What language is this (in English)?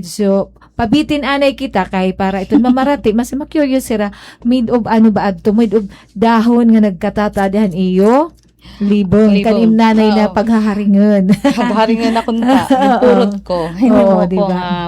Waray